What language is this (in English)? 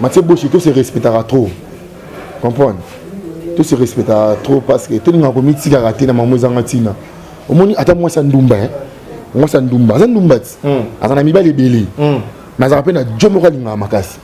Lingala